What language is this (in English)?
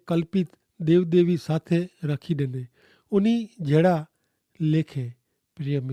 Kachhi